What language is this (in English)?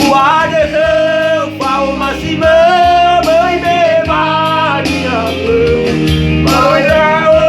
Nias